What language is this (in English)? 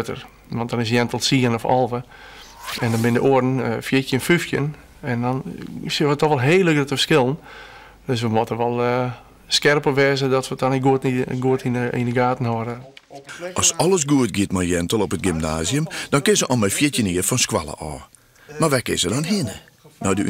Western Frisian